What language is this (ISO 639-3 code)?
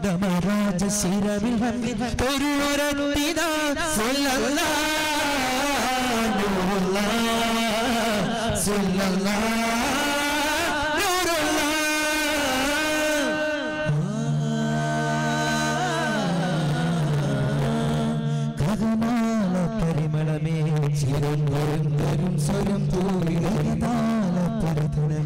mal